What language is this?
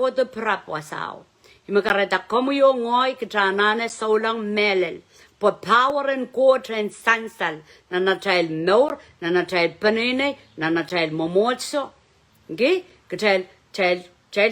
Pohnpeian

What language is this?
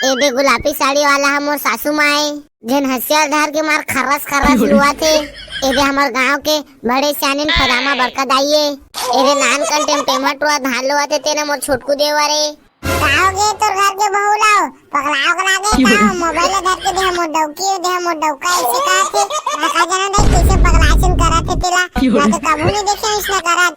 Chhattisgarhi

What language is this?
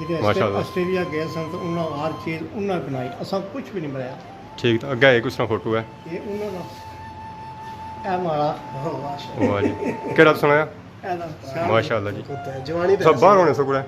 Pahari-Potwari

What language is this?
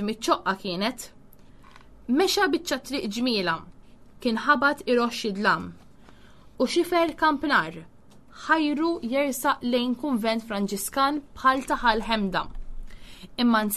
Maltese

